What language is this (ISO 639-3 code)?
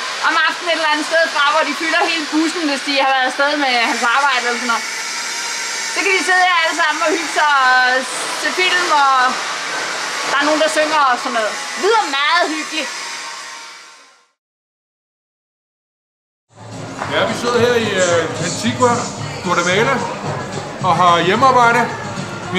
dan